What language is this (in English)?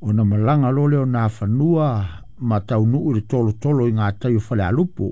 Samoan